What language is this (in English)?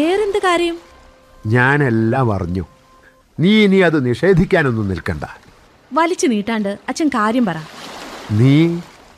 Malayalam